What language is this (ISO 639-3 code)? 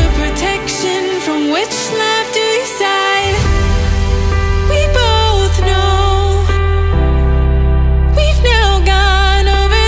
eng